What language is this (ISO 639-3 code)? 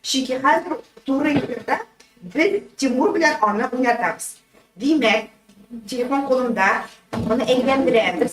tat